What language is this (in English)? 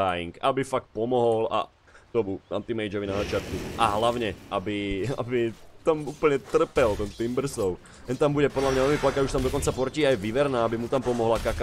Slovak